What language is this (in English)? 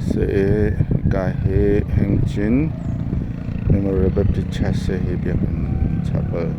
Hakha Chin